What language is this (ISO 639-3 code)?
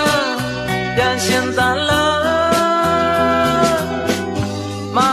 mya